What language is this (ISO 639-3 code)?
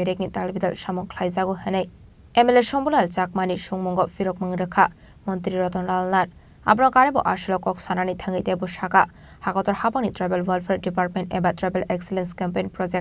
trp